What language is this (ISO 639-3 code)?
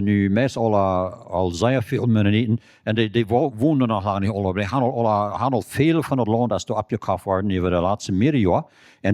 pdt